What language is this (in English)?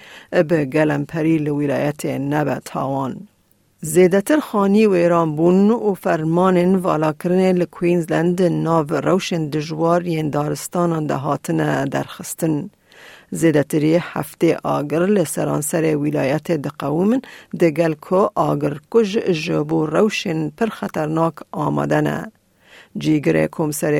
Kurdish